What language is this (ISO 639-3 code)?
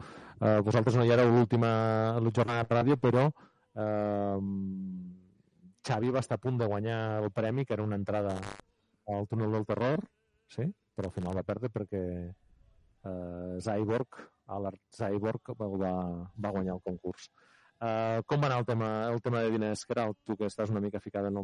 cat